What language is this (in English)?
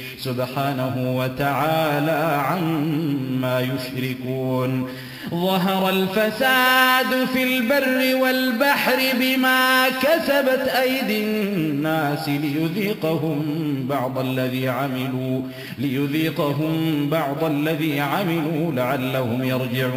Arabic